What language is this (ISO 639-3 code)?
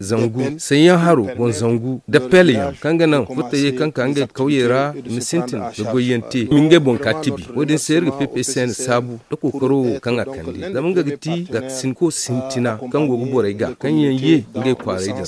dje